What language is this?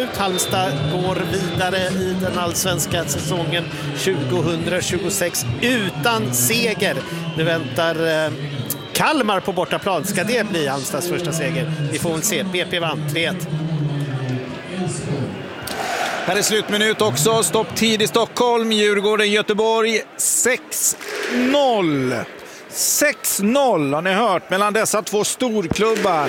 Swedish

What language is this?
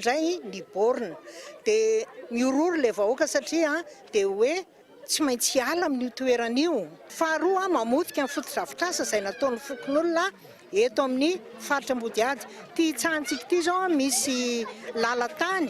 Malagasy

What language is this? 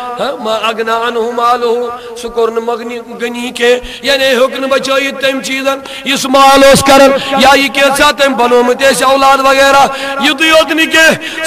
Kashmiri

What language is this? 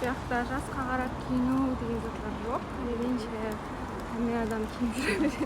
Kara-Kalpak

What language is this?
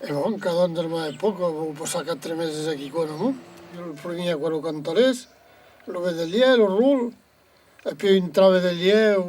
Occitan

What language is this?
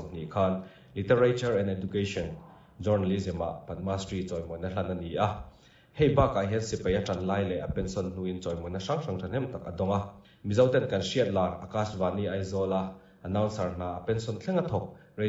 Mizo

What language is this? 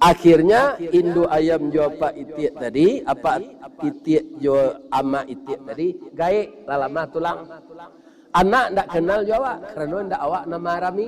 Minangkabau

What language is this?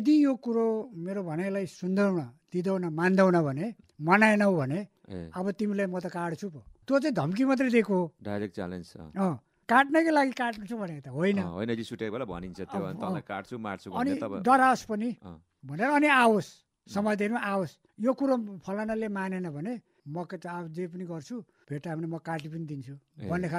Nepali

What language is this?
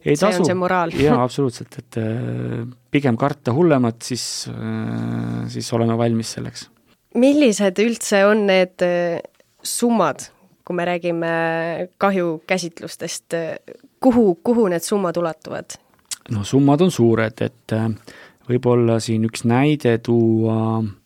Estonian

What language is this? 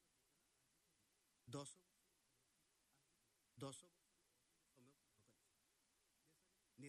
Odia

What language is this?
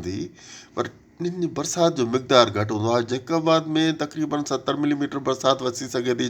Sindhi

